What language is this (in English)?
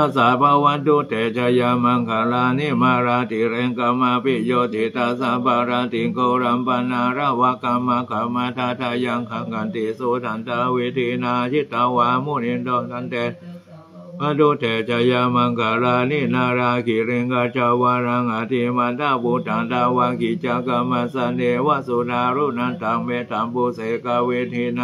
Pali